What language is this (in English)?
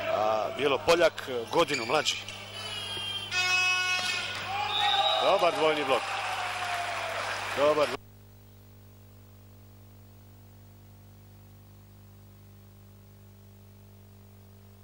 Serbian